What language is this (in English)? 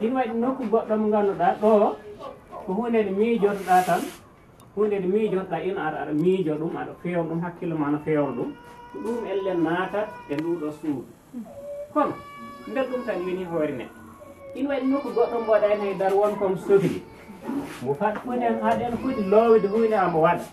Fula